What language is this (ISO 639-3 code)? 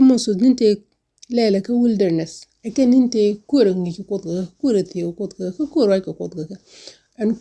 nus